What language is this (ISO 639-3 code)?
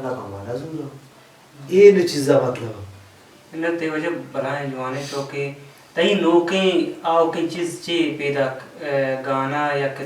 bal